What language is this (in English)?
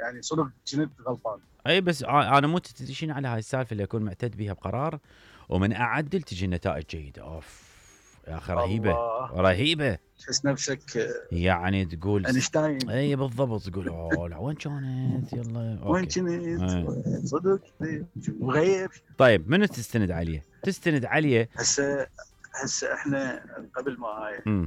Mesopotamian Arabic